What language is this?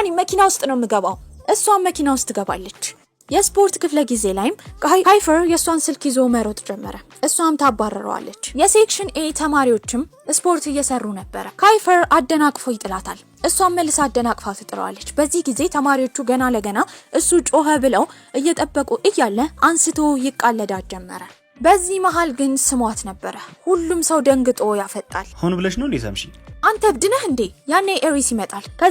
Amharic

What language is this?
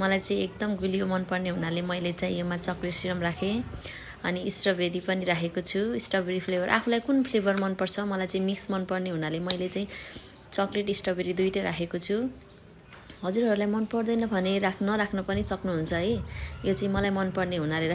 Nepali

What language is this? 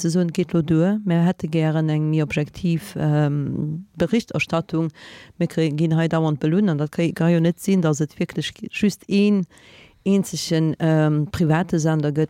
Luxembourgish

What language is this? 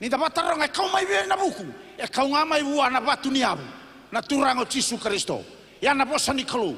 Fijian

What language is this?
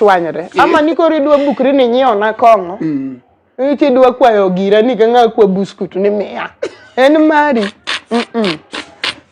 Luo (Kenya and Tanzania)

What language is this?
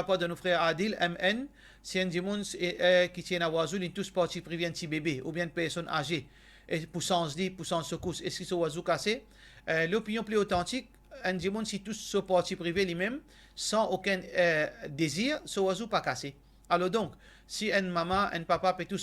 Morisyen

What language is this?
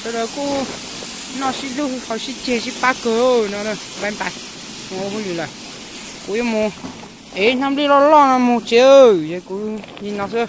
Hmong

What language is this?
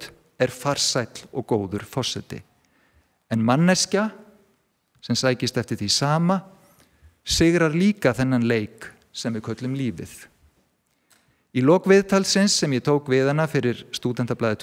Icelandic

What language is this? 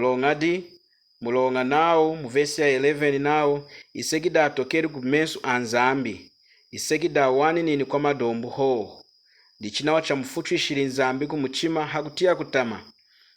Lunda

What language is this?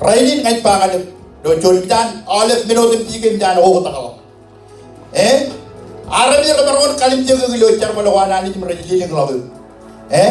Marshallese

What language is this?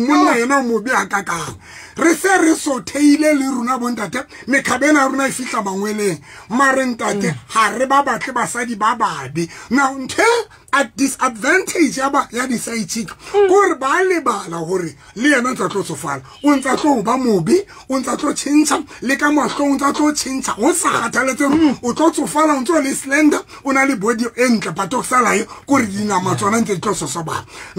Southern Sotho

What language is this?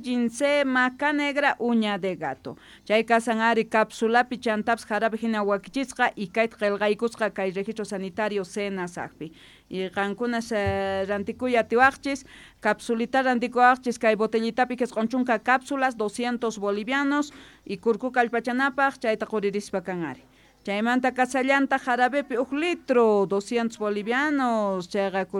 South Bolivian Quechua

